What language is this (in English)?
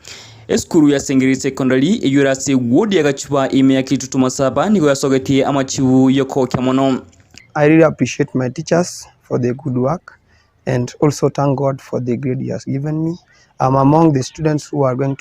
Gusii